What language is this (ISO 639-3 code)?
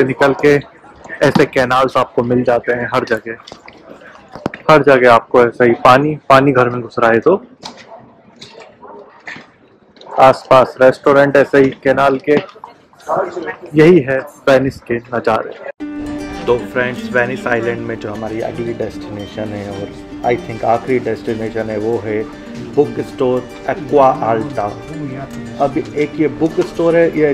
hin